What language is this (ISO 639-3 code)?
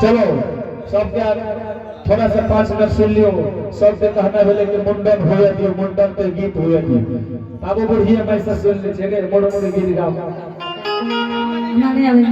anp